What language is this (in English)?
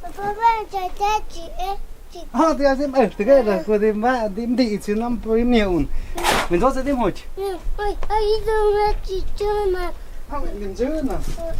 Totontepec Mixe